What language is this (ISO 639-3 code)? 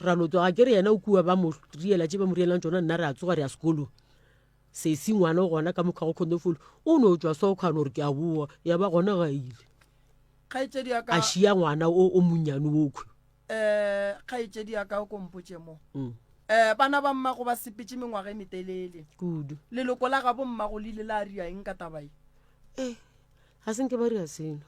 nso